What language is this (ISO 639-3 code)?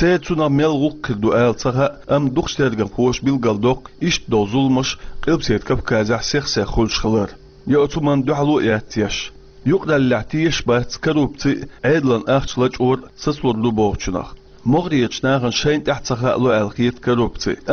che